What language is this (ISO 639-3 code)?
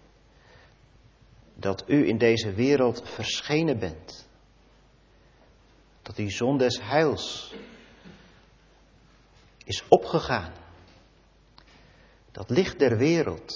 nld